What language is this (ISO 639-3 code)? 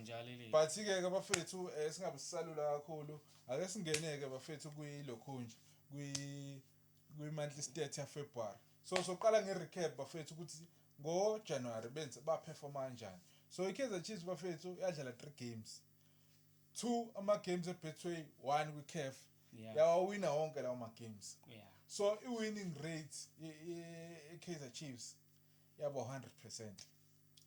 zul